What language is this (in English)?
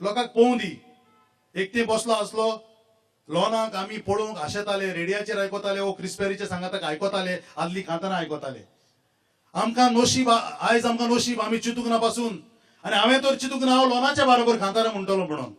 Konkani